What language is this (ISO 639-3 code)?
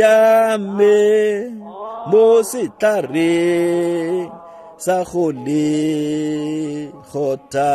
tsn